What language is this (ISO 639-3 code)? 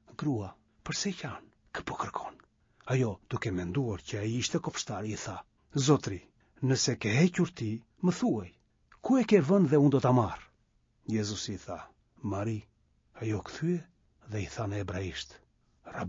sqi